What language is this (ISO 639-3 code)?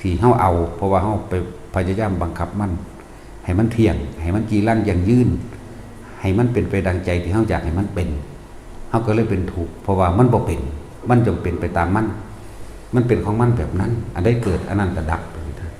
tts